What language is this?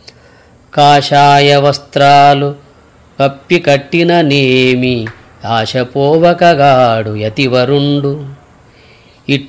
Telugu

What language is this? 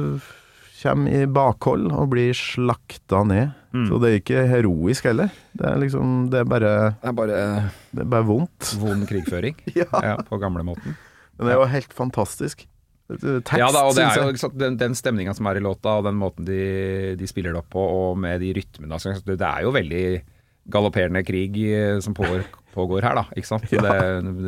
Norwegian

